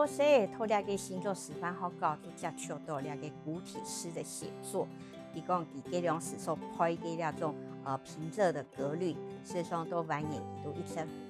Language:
Hakka Chinese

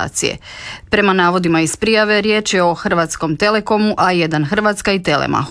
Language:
Croatian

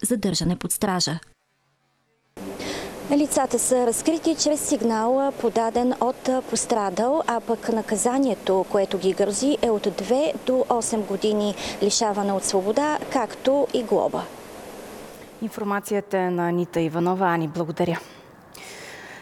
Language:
Bulgarian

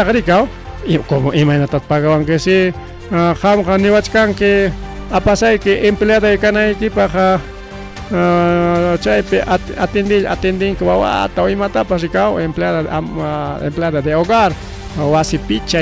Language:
Ayacucho Quechua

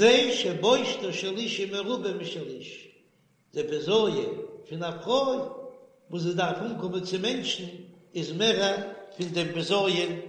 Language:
Yiddish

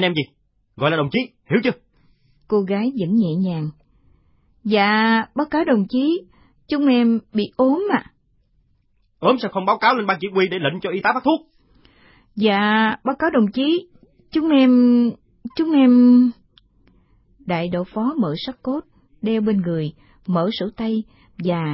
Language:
Vietnamese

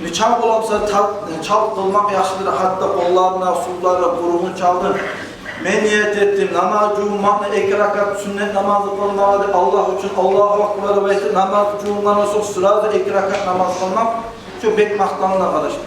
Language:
Kumyk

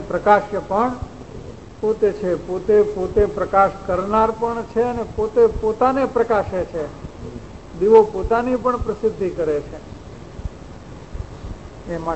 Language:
Gujarati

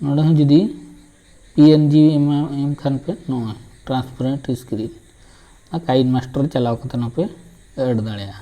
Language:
Santali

